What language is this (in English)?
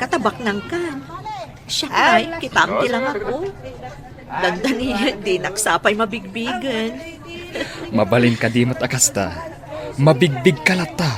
Iloko